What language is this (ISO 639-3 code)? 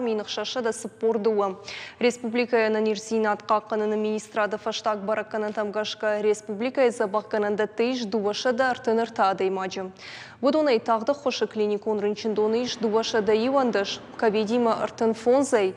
oss